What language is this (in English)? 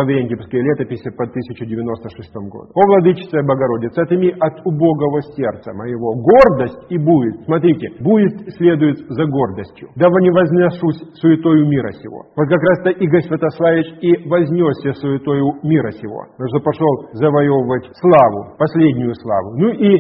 Russian